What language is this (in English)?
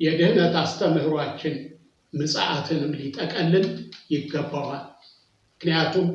Amharic